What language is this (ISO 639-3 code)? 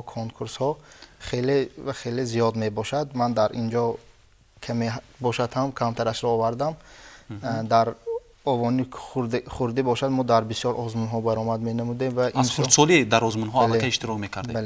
tgk